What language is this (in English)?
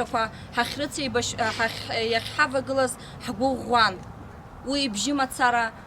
Abkhazian